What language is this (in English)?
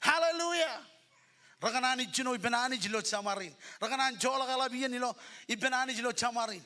Marshallese